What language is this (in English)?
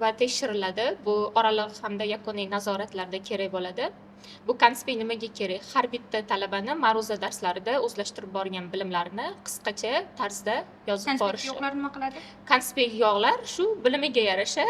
Uzbek